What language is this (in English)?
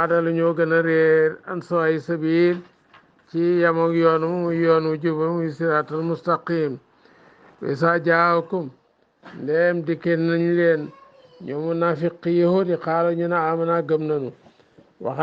Wolof